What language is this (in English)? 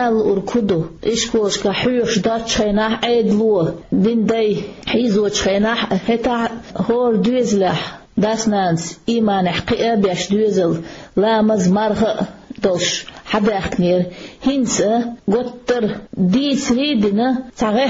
Chechen